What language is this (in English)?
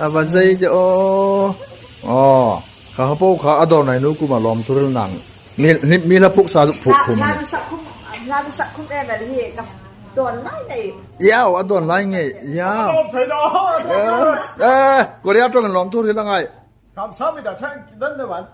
Hmar